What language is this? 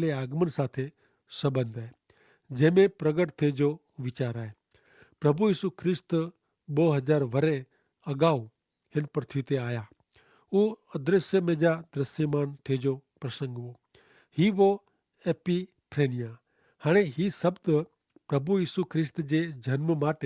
Kachhi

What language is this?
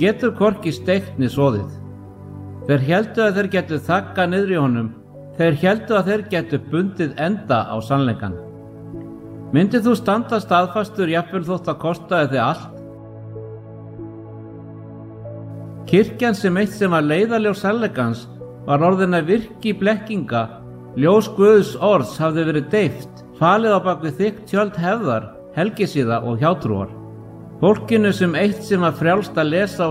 Icelandic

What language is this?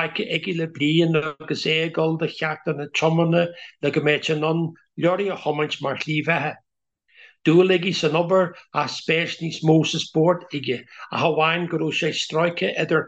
Irish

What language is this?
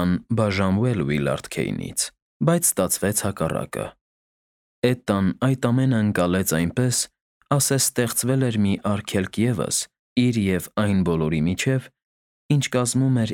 Armenian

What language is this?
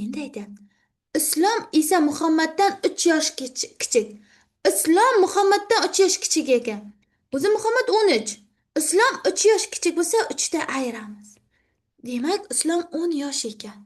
Uzbek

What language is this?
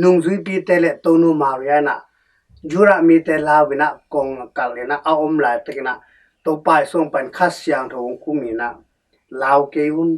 Tedim Chin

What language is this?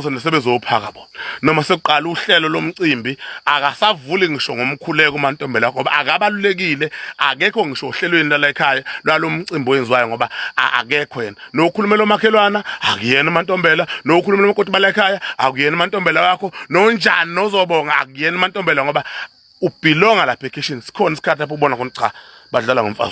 Zulu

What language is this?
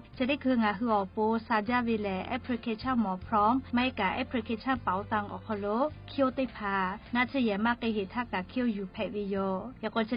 Lahu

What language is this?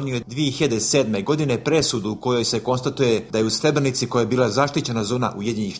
Bosnian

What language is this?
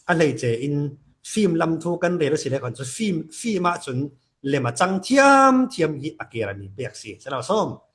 Falam Chin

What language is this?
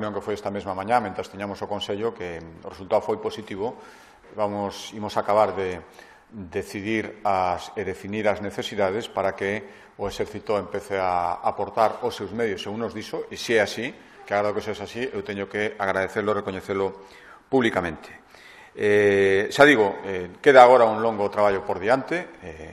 Galician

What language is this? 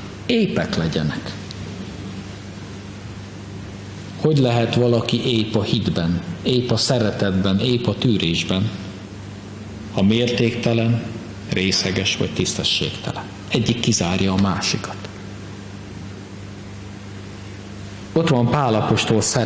Hungarian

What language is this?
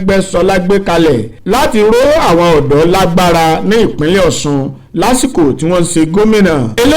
Yoruba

